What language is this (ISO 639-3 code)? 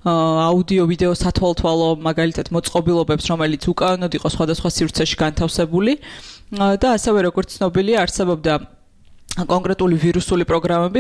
kat